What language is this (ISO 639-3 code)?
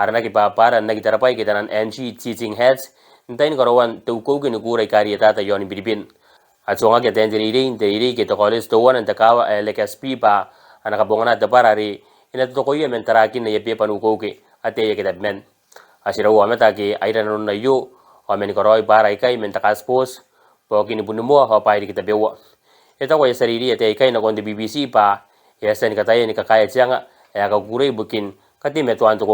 gil